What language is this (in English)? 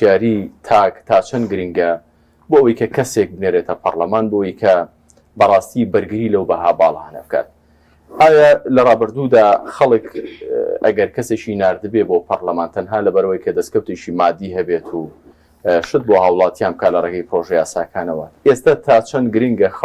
Central Kurdish